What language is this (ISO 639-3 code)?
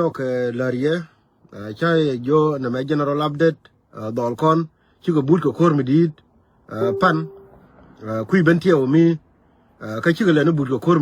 nus